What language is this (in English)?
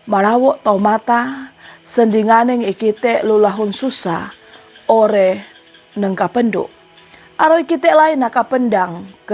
Sangir